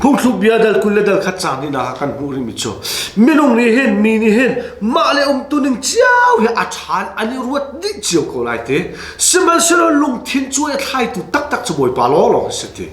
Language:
Hakha Chin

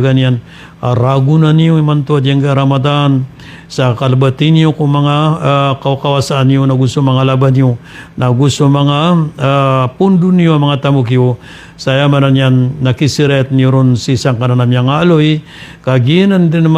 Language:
Maranao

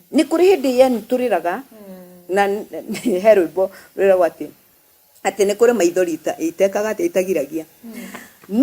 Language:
Kikuyu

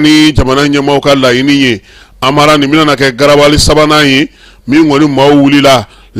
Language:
Bambara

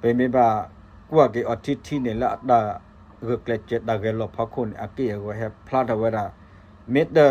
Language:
S'gaw Karen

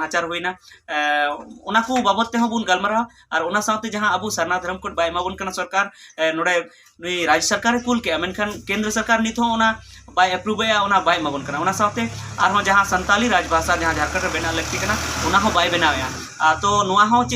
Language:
Santali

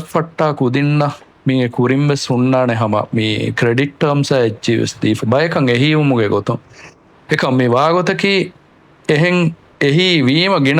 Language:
Divehi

